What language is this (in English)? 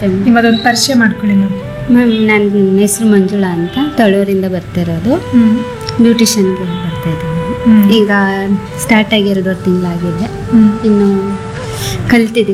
Kannada